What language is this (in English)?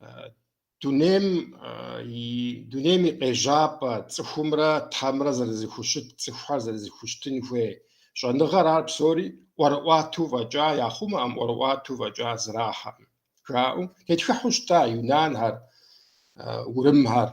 Kabardian